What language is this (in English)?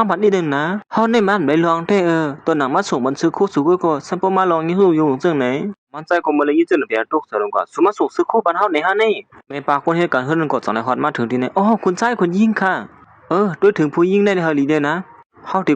Shan